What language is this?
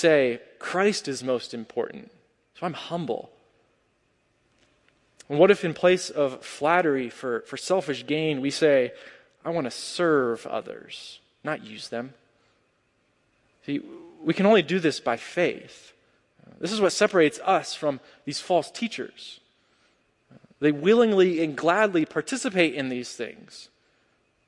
English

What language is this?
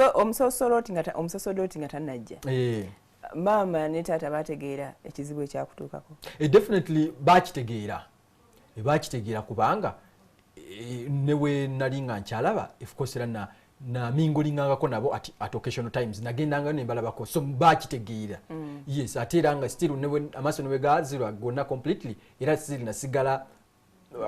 Ganda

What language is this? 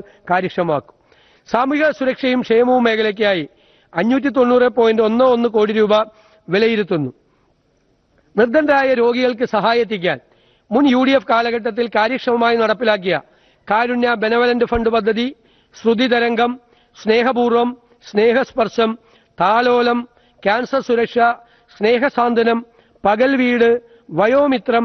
Malayalam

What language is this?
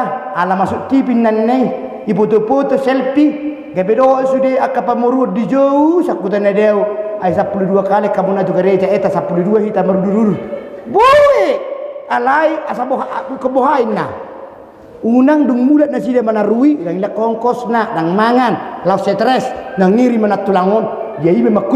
Batak Toba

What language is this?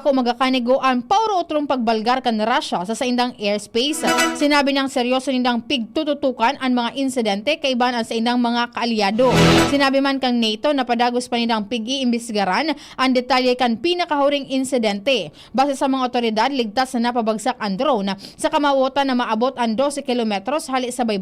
Bikol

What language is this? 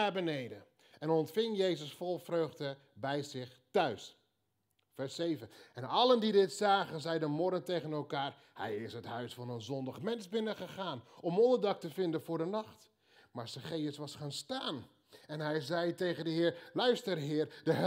Dutch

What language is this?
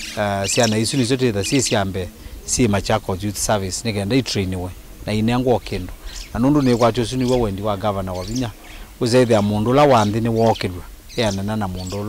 Kamba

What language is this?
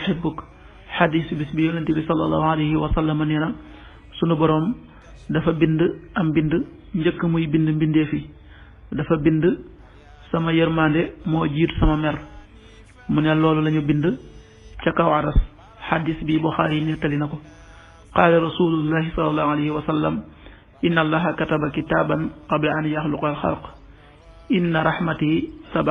Wolof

